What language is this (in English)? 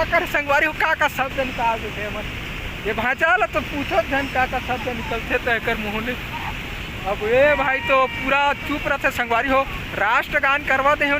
Chhattisgarhi